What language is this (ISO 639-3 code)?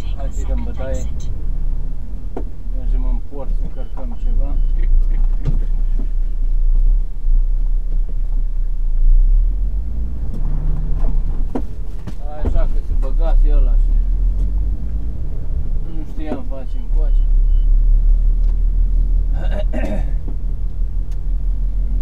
ron